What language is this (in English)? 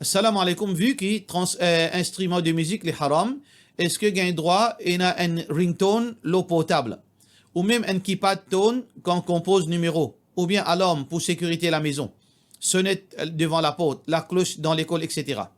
Morisyen